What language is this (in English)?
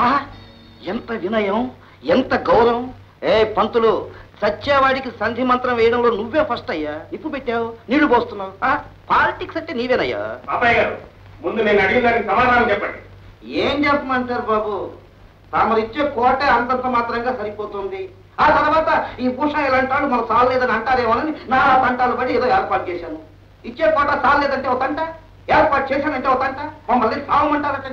Telugu